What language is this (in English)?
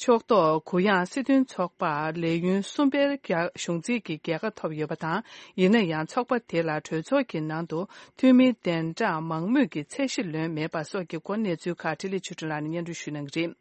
Tibetan